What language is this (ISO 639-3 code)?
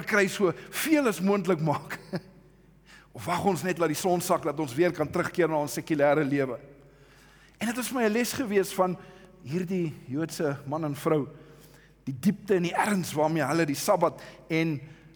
afr